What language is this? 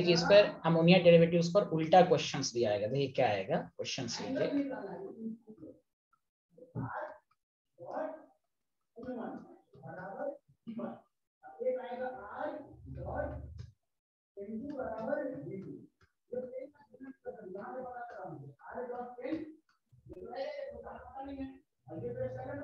Hindi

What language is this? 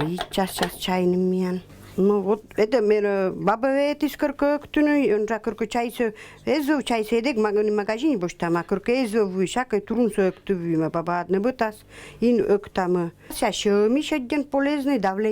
Komi-Permyak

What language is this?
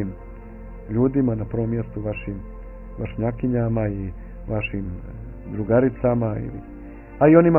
Bosnian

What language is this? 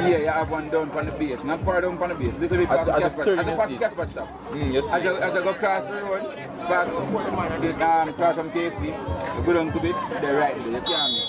Jamaican Creole English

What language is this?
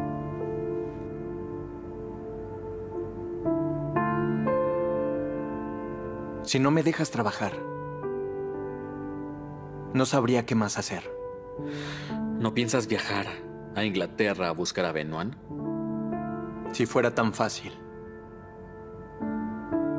Spanish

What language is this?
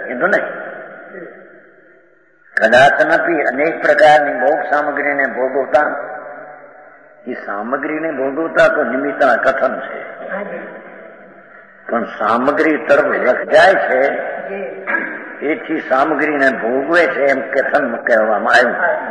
Gujarati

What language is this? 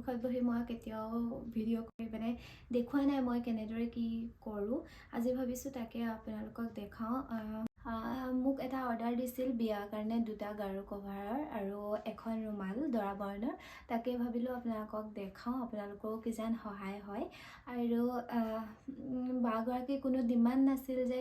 Assamese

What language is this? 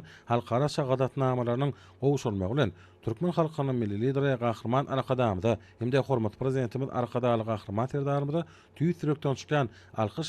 Turkmen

